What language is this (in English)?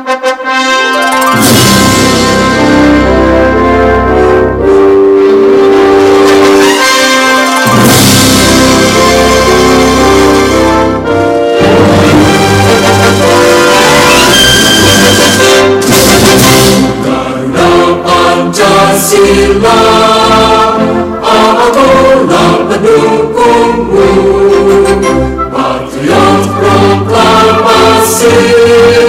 Indonesian